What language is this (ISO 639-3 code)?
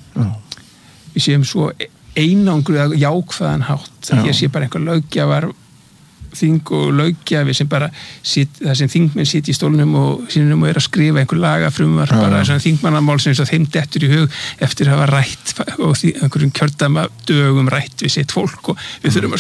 isl